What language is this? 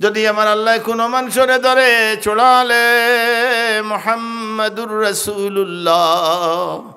Sylheti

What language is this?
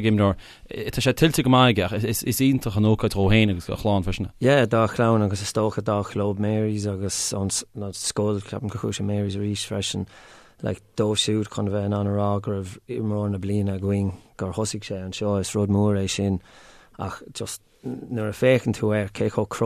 Irish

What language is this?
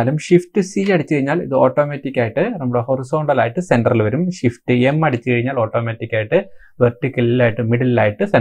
Malayalam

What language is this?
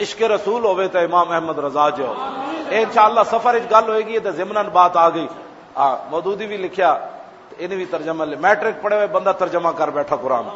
Western Panjabi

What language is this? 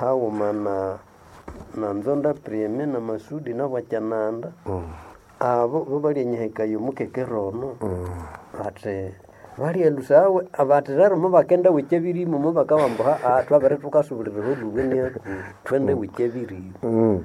Nande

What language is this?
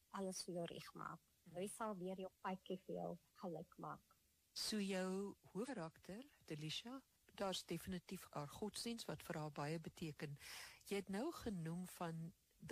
Afrikaans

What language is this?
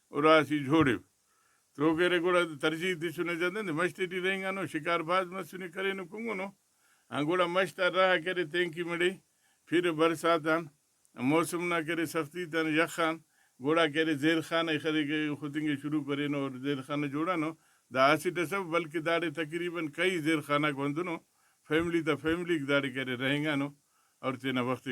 Brahui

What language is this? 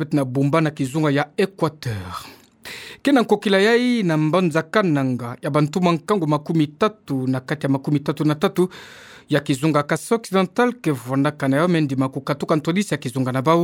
Kituba (Democratic Republic of Congo)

